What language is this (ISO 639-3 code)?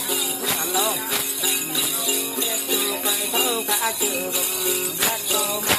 vie